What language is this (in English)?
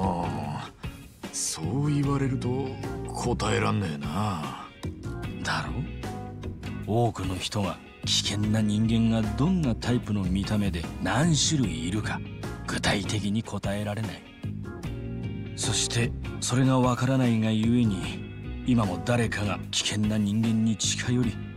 Japanese